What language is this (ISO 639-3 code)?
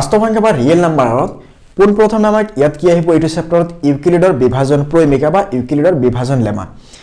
asm